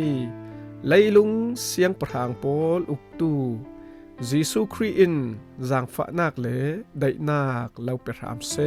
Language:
Falam Chin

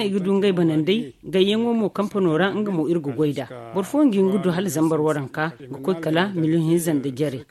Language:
Zarma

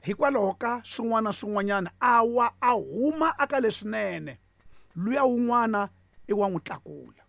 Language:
Tsonga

